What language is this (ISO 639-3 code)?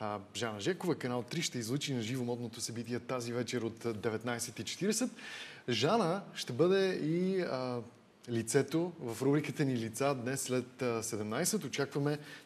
bul